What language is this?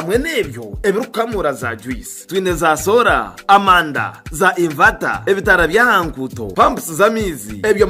Tooro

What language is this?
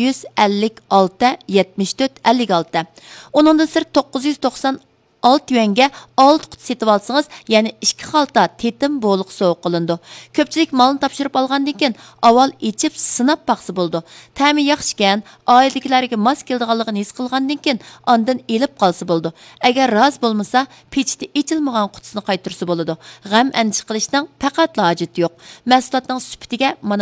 Uyghur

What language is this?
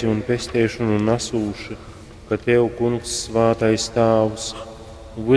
Latgalian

